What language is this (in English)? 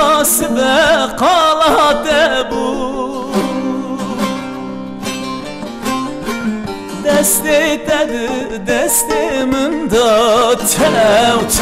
Turkish